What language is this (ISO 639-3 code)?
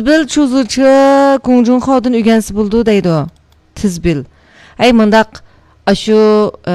uig